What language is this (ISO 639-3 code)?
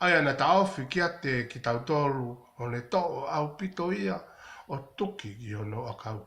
ton